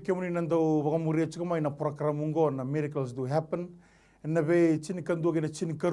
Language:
Fijian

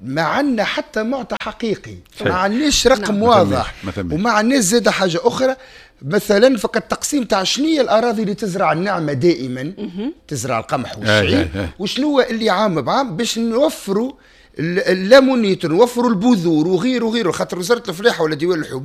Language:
Tunisian Arabic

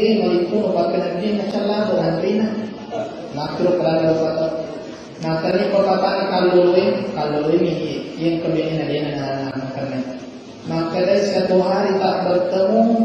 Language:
Buginese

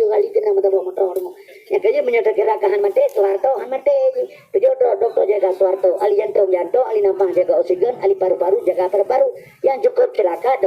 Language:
Achinese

